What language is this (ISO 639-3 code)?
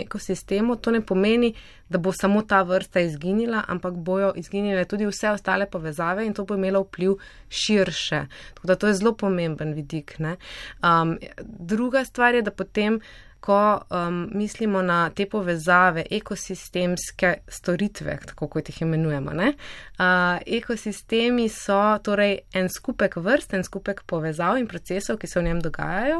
slv